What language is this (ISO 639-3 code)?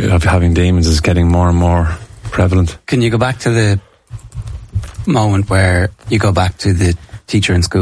eng